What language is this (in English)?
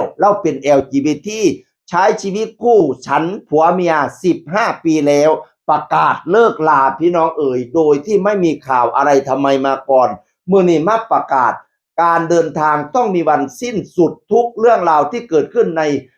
Northeastern Thai